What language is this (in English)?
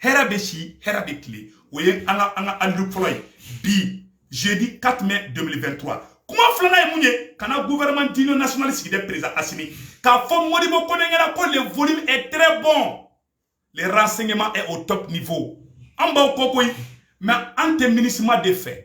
Bambara